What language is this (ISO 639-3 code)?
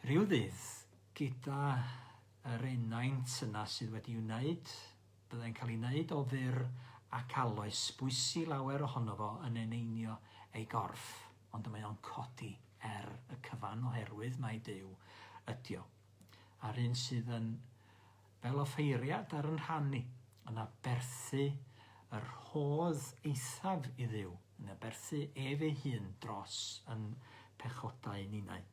cym